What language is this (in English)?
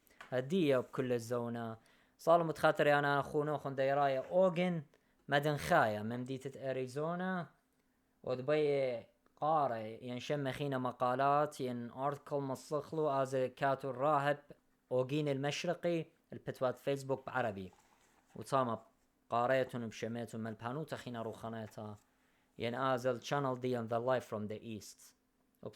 Assyrian Neo-Aramaic